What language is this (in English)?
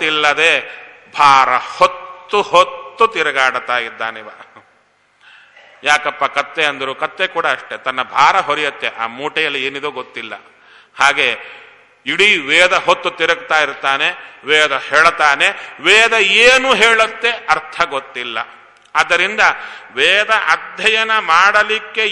Kannada